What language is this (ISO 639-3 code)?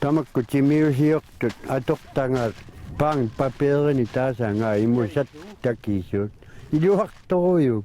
kal